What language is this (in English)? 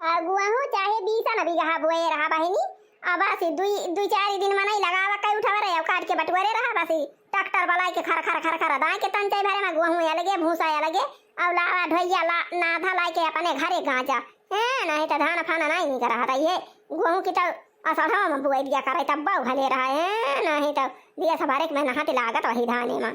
Awadhi